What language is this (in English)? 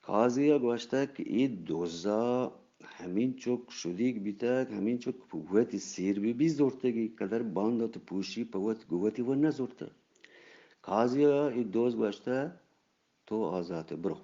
Eastern Balochi